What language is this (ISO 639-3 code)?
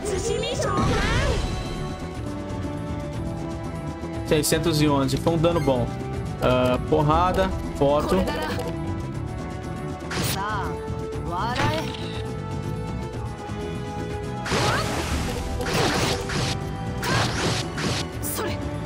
por